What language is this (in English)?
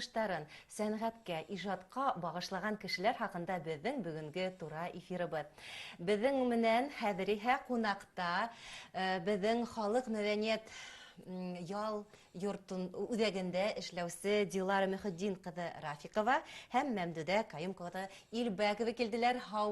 Bashkir